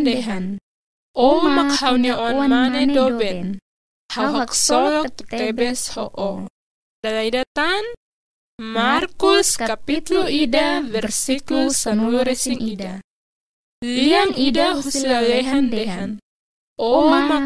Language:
Tetum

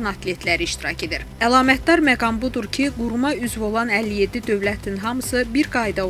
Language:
Azerbaijani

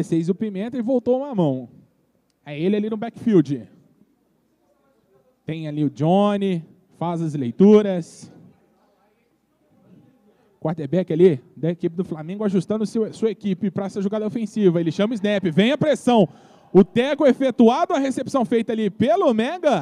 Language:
Portuguese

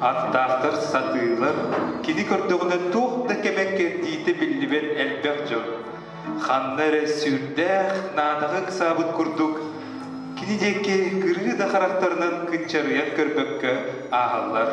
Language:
Yakut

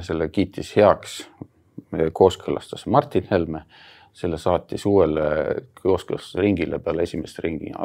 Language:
Estonian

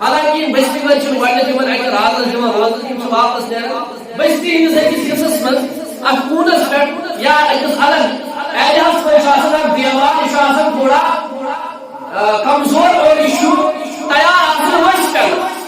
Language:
Kashmiri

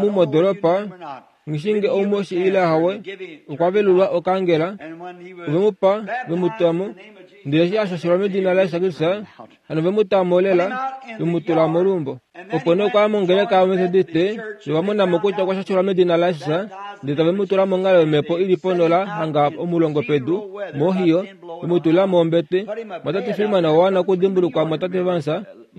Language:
Kuanyama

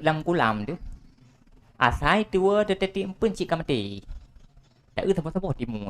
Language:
Achinese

